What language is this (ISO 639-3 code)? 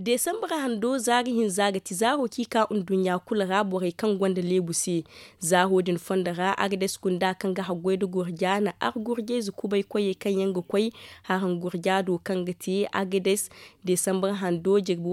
dje